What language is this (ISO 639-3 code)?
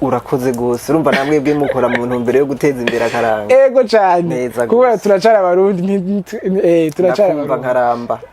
run